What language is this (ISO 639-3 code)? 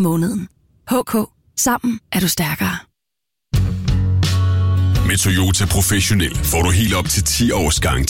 dan